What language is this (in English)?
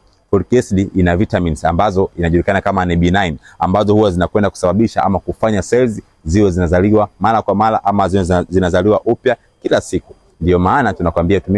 Swahili